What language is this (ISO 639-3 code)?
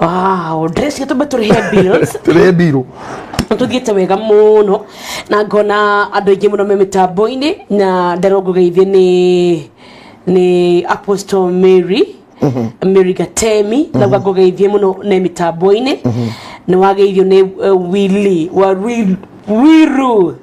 kik